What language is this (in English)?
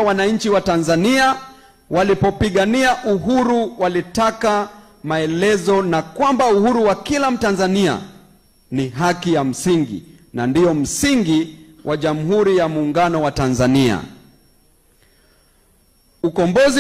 Swahili